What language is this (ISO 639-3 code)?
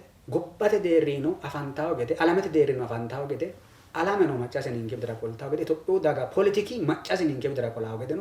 sid